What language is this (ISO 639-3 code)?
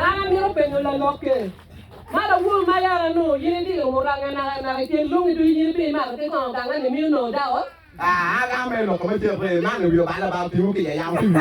ach